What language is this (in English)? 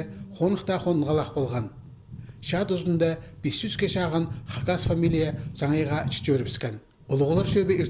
Khakas